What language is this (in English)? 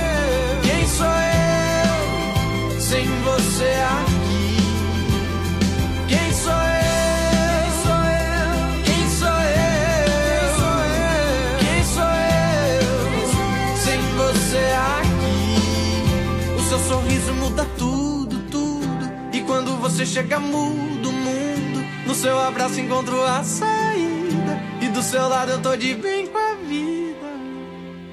Portuguese